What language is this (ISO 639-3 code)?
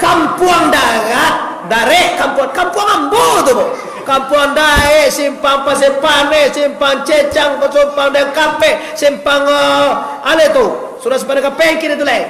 min